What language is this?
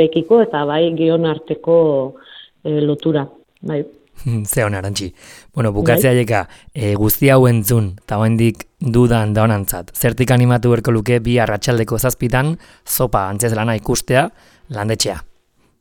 Basque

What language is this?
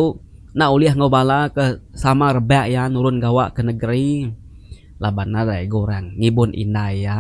Iban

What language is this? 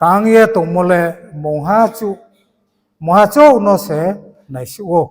Riang (India)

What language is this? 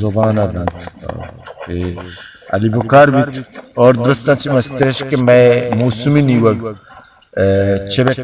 Baluchi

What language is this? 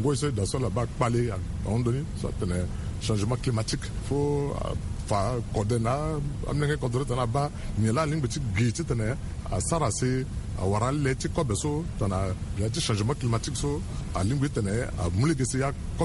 Sango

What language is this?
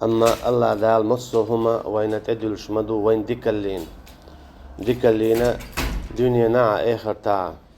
Chechen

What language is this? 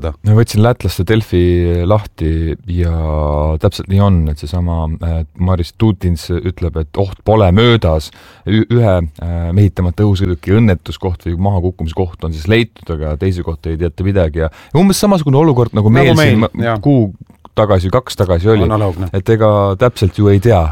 Estonian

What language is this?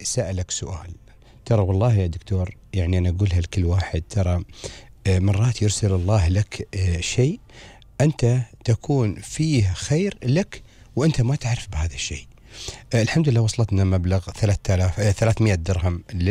Gulf Arabic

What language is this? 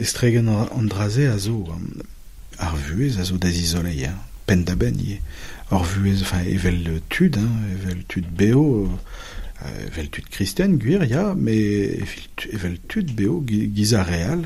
Breton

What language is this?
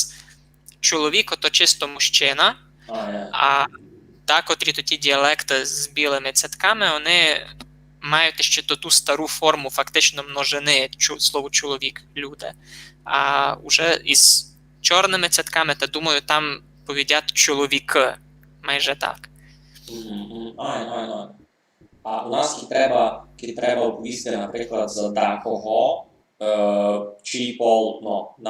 Rusyn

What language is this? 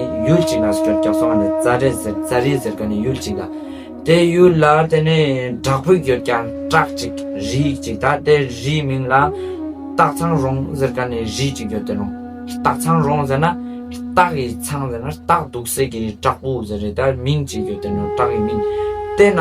Ladakhi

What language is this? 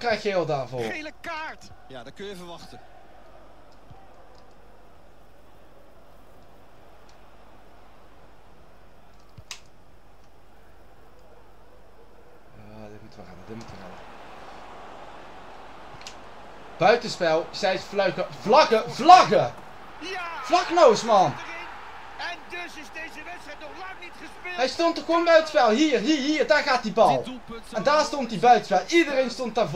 Dutch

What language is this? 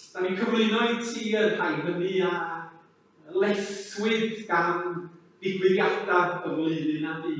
Welsh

